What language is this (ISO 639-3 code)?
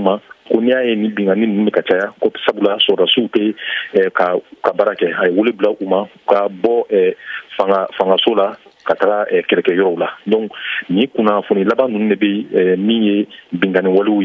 bam